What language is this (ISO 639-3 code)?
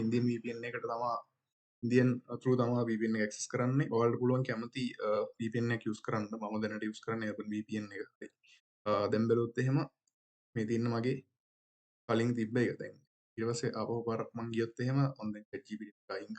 sin